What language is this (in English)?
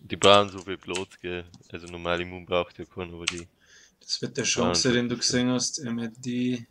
Bavarian